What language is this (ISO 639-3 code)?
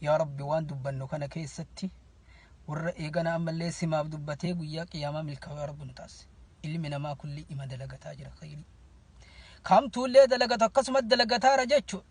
orm